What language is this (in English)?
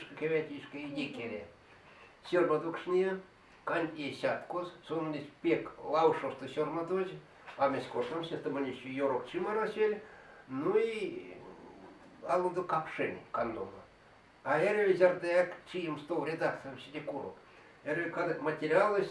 Erzya